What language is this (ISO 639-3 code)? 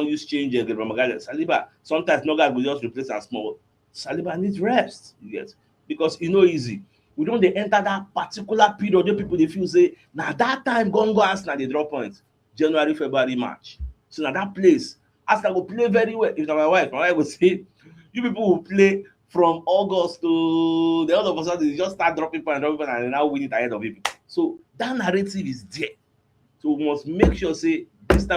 pcm